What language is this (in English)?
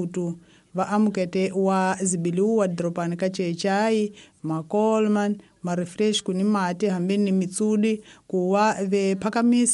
Tsonga